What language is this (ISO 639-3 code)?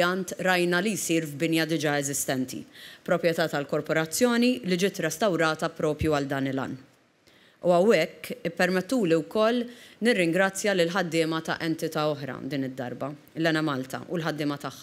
mlt